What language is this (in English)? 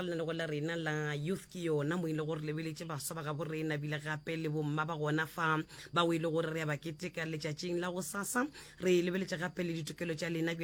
Northern Sotho